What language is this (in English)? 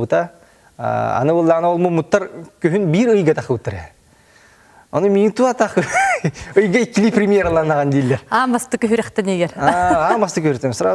Yakut